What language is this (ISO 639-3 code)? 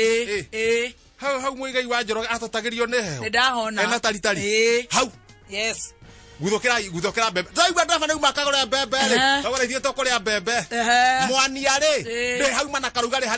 kik